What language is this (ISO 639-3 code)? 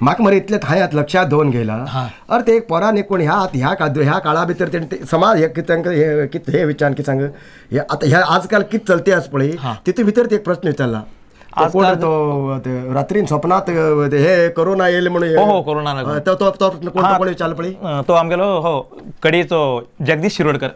kok